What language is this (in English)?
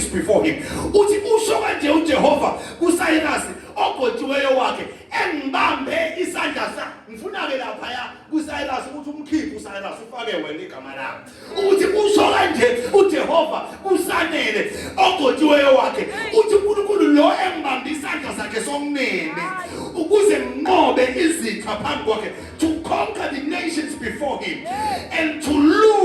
Zulu